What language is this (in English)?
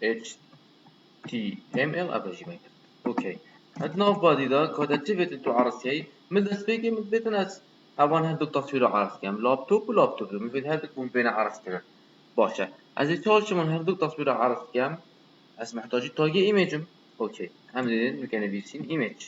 Kurdish